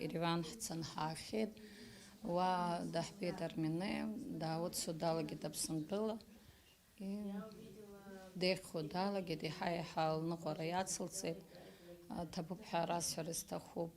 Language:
Abkhazian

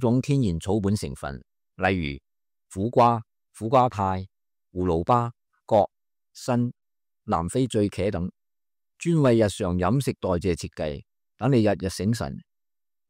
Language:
Cantonese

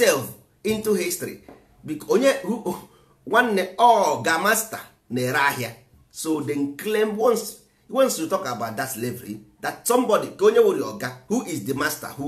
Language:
Igbo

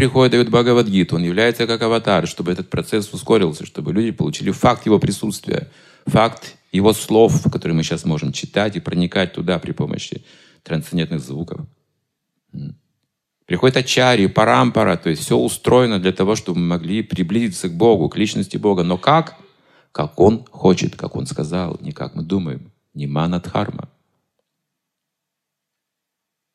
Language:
Russian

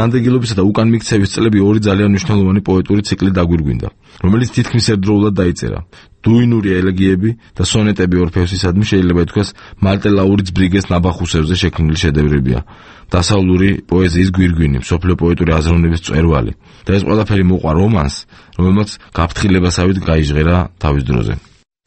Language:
Georgian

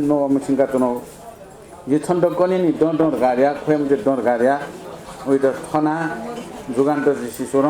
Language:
Newari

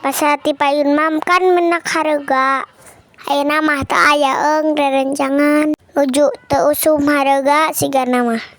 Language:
Sundanese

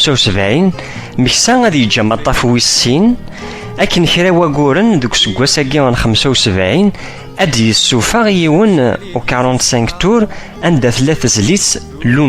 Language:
Kabyle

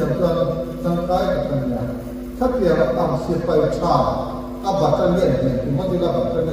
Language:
Mizo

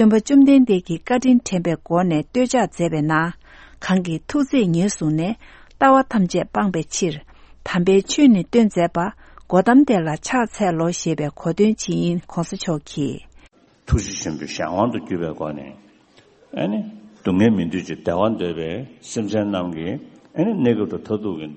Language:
Tibetan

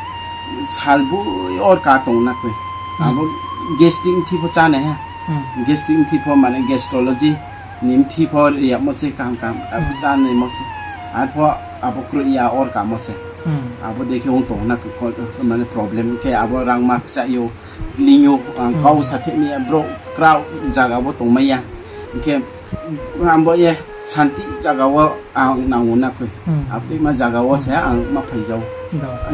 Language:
Riang (India)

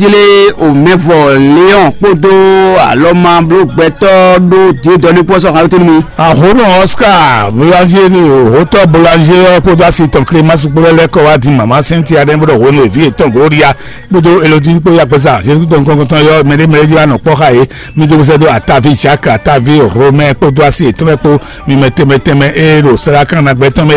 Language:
Fon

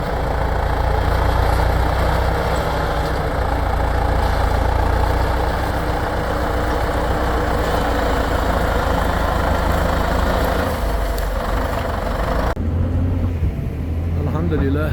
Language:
Chechen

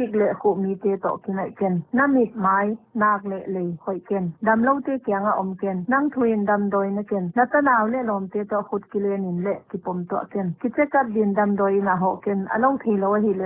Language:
Paite Chin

